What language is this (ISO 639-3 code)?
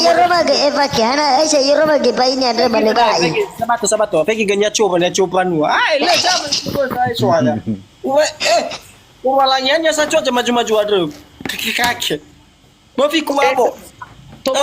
nia